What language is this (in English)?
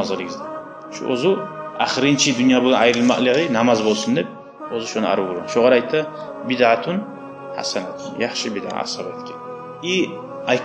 Kumyk